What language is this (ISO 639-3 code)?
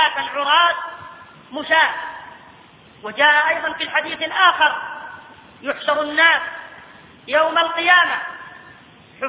ara